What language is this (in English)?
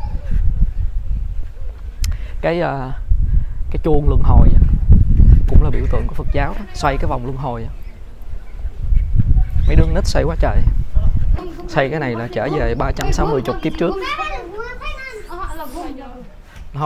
Vietnamese